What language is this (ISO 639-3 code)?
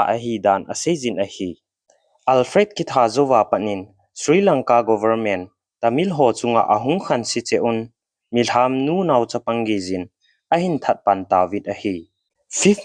tcz